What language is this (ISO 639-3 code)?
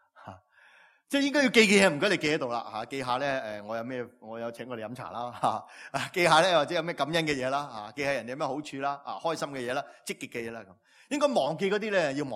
yue